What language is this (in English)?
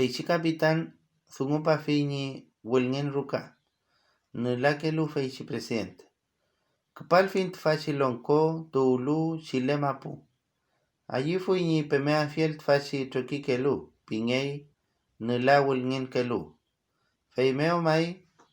Mapuche